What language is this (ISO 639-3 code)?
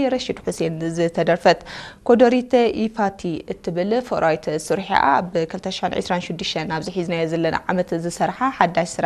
tir